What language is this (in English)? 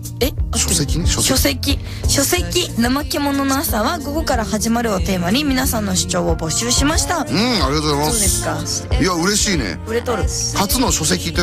Japanese